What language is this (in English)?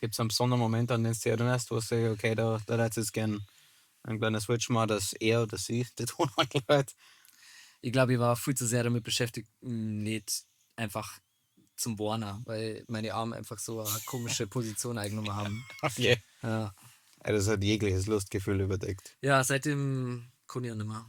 Bavarian